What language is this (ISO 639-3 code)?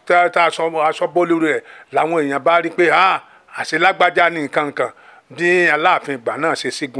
yor